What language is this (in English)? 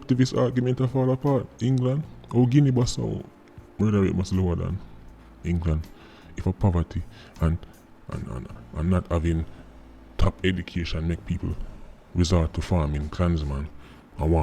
Jamaican Creole English